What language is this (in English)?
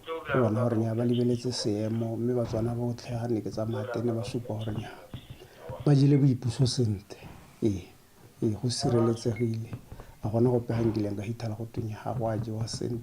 Tswana